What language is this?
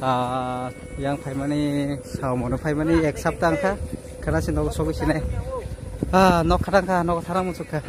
Kok Borok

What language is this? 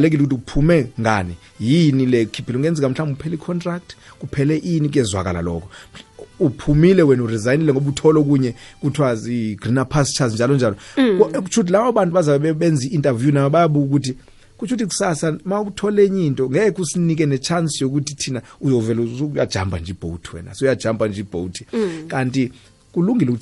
South Ndebele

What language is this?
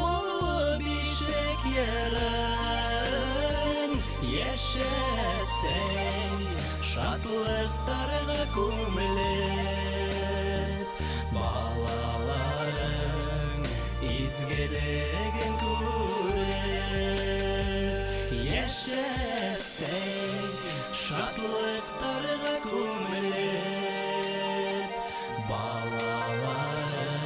Bashkir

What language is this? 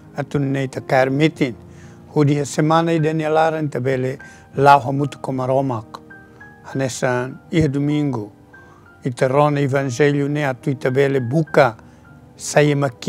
Tetum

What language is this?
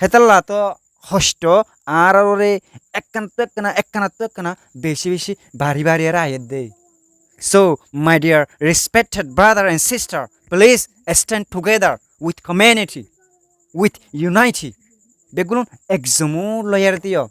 Rohingya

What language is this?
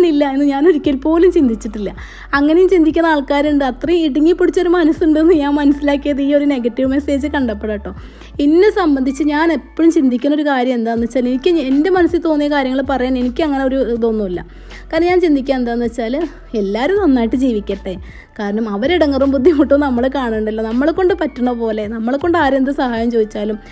Malayalam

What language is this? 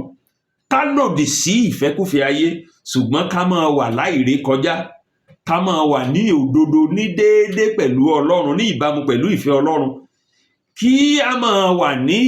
Yoruba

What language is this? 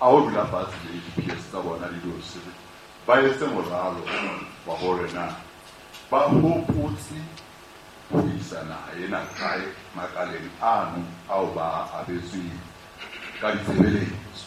Southern Sotho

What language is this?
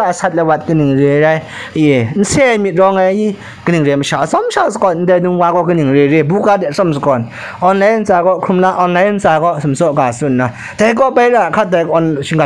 Kachin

